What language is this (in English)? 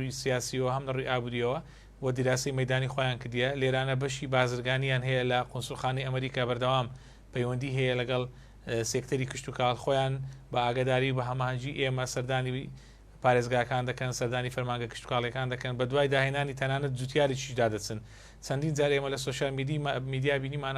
Central Kurdish